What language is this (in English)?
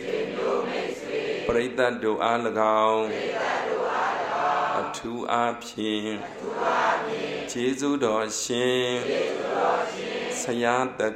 Burmese